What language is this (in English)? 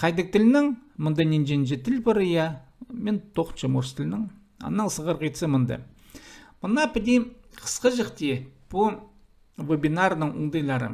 Khakas